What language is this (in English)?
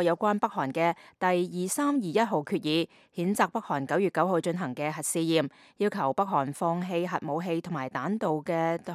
Cantonese